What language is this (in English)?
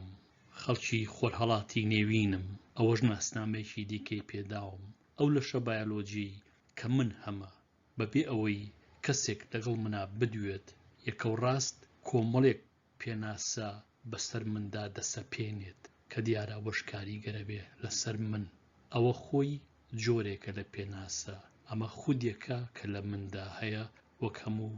Central Kurdish